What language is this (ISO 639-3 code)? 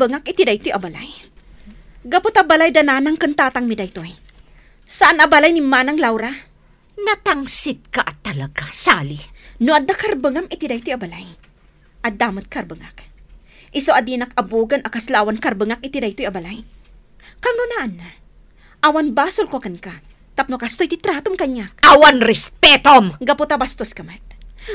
ilo